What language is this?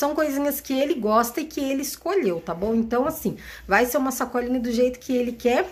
Portuguese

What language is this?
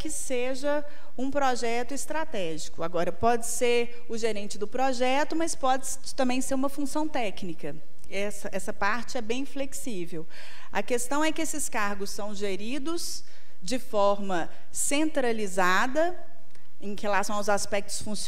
Portuguese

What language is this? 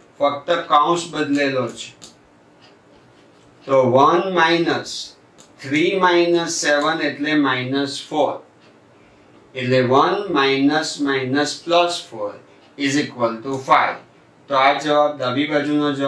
Gujarati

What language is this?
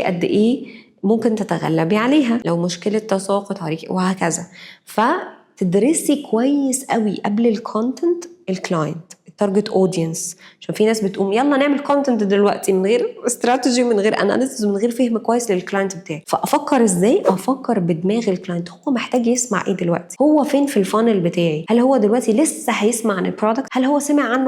Egyptian Arabic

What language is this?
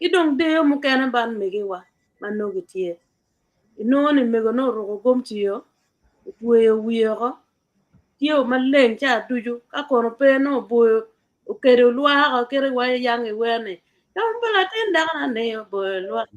Acoli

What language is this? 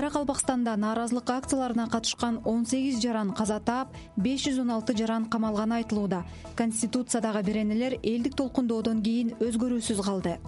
Kyrgyz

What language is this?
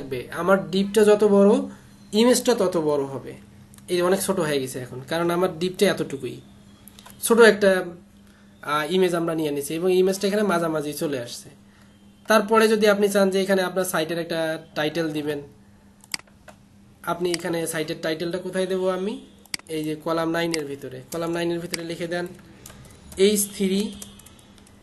Bangla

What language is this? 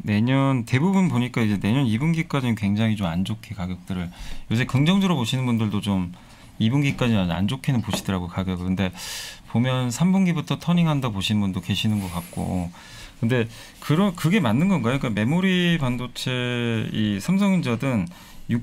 Korean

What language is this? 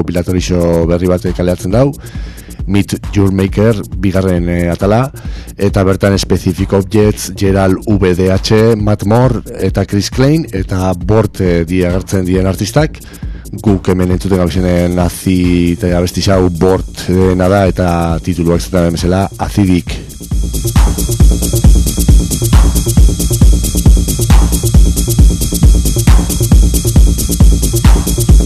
Basque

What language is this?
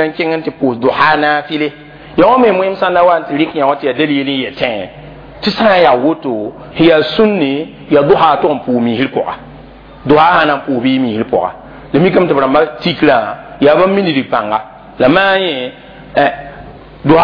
Mossi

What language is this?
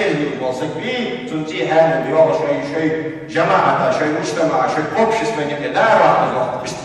Ingush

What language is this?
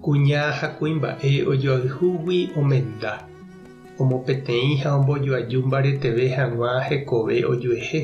Guarani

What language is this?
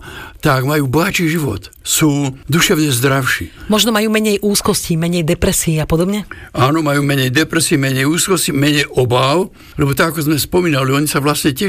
Slovak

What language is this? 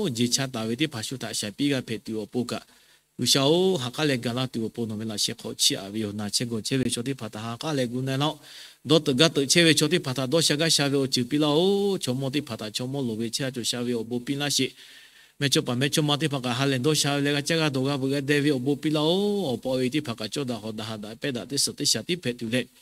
Lahu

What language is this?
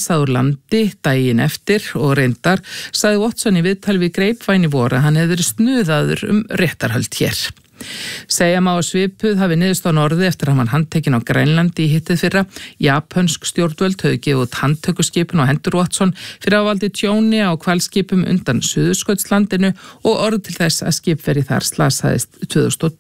Icelandic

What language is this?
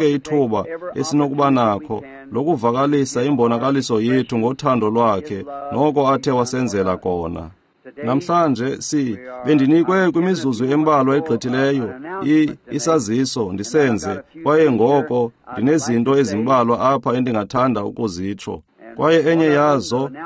Xhosa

